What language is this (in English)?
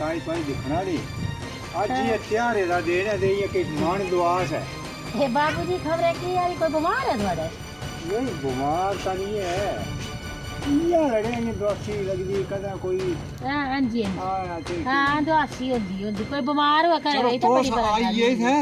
Dogri